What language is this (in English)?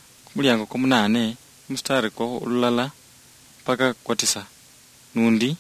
Luyia